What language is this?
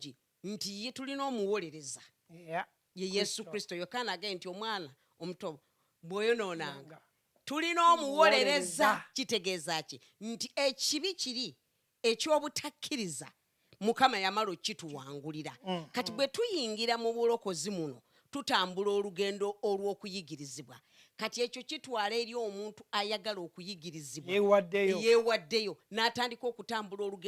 Ganda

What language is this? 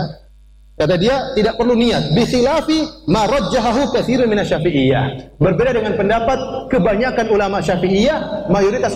Indonesian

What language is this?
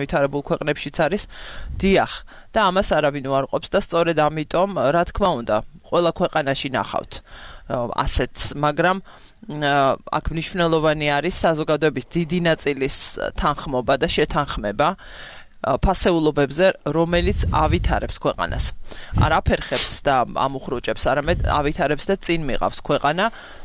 Georgian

